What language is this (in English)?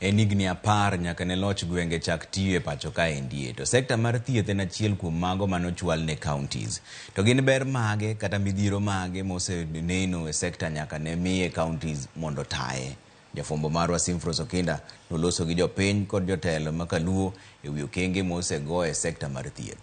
Luo (Kenya and Tanzania)